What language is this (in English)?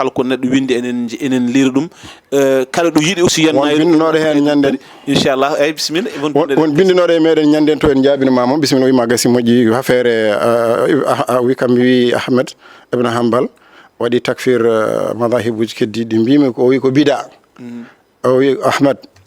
Fula